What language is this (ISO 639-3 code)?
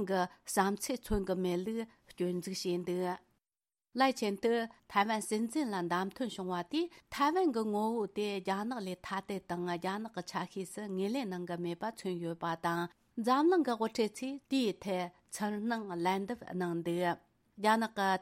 bod